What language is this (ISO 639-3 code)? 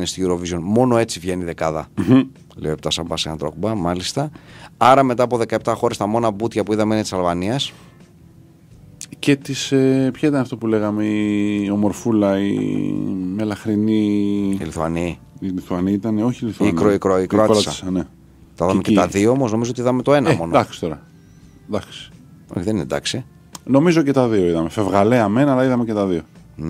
ell